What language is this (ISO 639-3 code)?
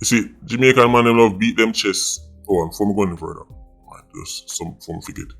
jam